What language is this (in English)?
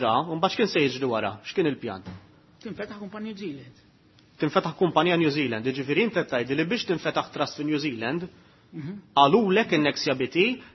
Maltese